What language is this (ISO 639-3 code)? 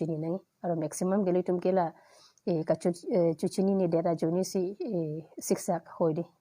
mjw